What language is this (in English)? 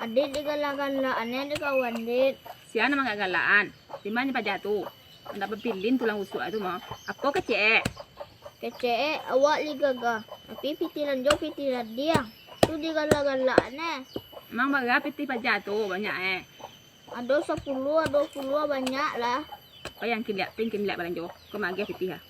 Minangkabau